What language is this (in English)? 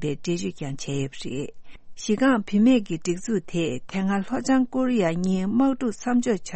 Tibetan